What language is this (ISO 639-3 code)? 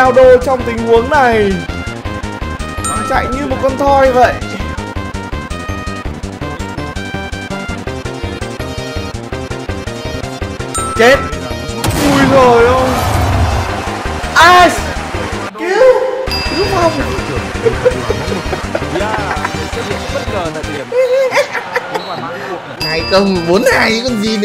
vie